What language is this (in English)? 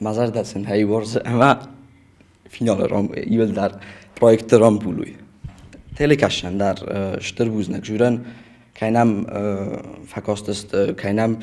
Ossetic